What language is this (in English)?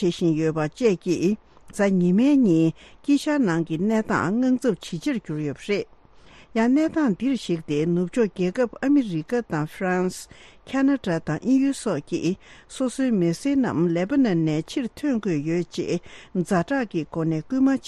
Tibetan